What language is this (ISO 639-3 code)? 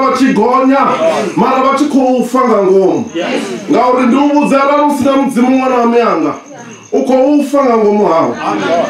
ven